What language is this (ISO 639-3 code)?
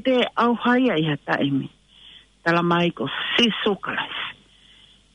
ton